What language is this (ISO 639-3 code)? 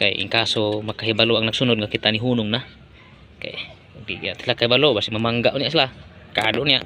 ceb